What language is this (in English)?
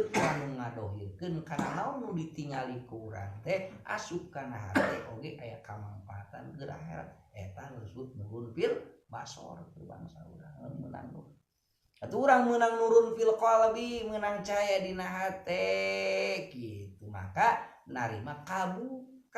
Sundanese